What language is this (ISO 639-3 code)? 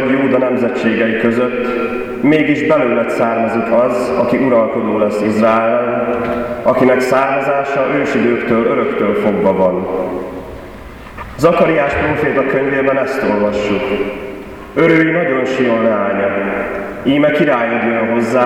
hun